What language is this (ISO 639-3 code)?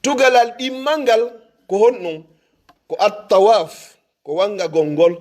ful